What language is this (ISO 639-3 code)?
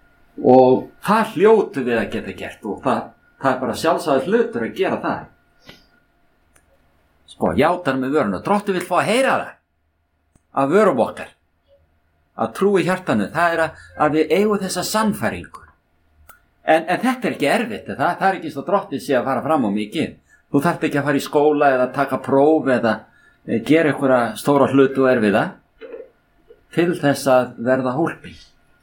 isl